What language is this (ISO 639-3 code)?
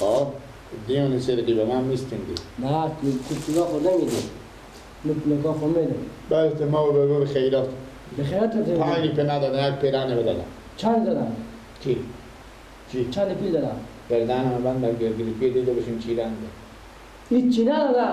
fas